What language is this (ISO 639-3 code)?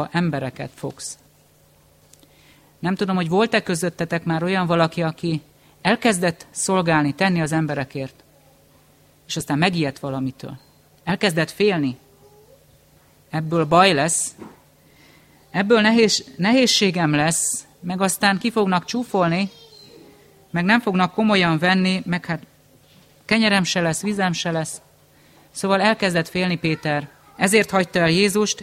hun